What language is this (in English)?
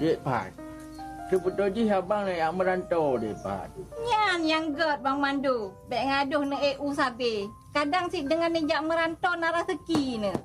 Achinese